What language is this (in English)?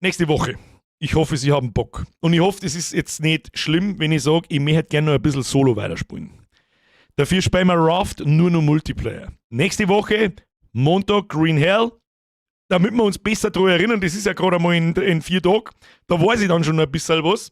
Bavarian